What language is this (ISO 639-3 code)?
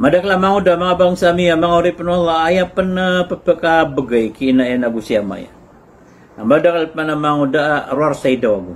mrw